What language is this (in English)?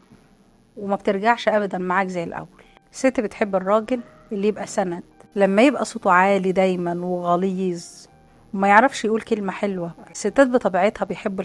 Egyptian Arabic